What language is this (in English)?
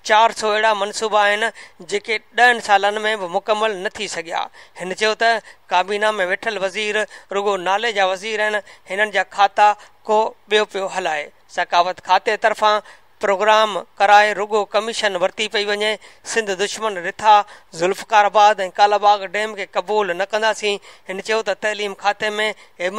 Sindhi